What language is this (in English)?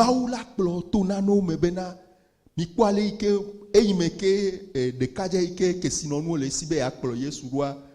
Ewe